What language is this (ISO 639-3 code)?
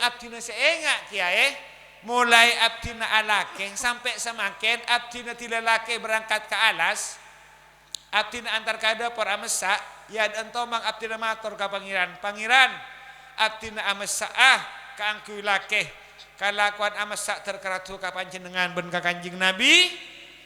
mad